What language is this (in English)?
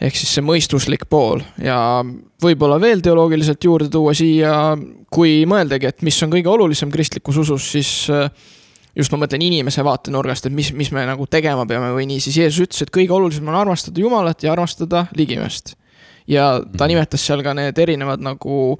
Estonian